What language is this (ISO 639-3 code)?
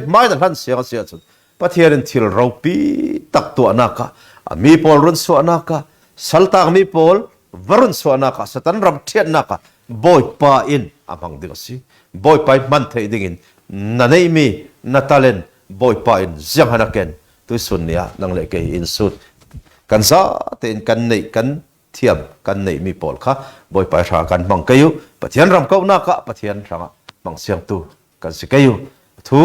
cfm